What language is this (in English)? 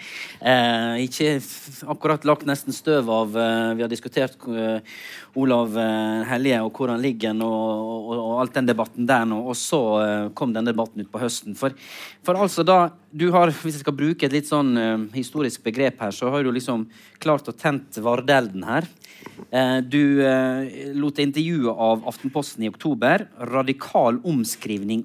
Norwegian